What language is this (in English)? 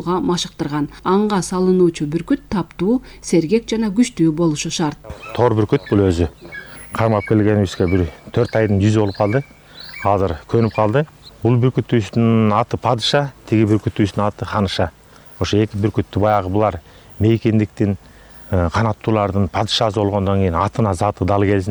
Kyrgyz